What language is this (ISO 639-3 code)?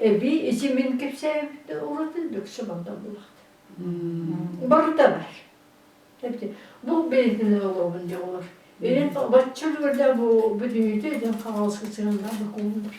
sah